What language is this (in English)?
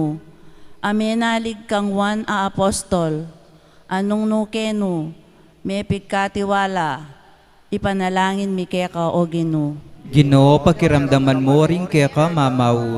Pampanga